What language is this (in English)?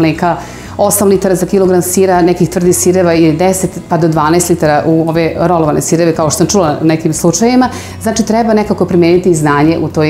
Serbian